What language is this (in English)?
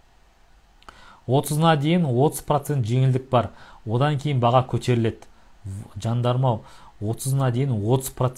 Kazakh